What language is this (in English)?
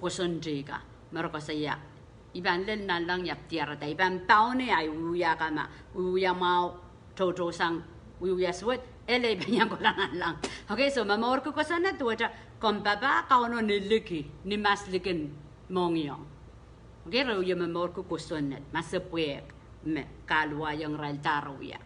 Pohnpeian